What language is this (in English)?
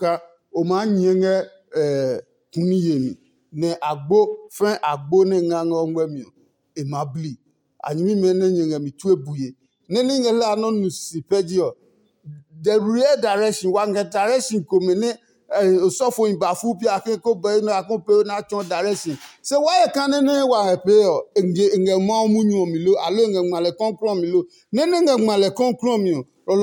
Adangme